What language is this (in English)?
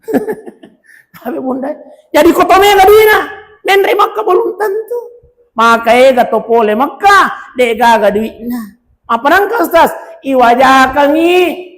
Buginese